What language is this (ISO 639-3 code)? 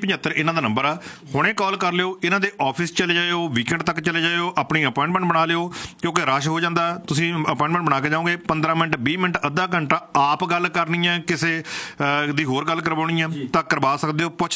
pan